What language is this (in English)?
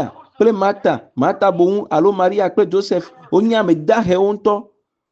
Ewe